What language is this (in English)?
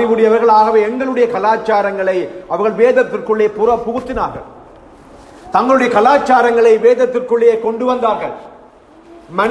Tamil